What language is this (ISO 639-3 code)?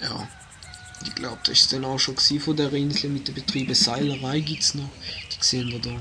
gsw